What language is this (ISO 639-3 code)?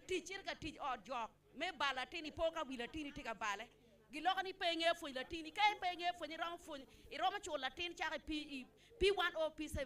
ach